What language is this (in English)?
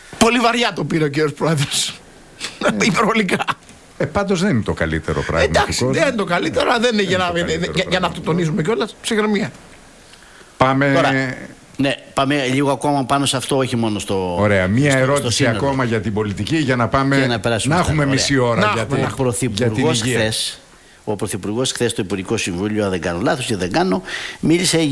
Greek